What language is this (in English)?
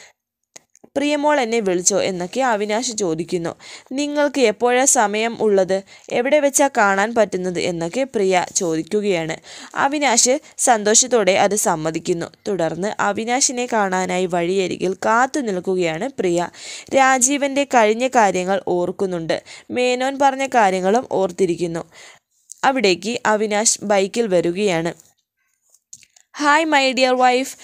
Malayalam